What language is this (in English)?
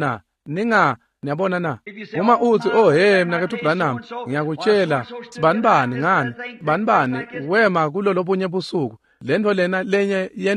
Swati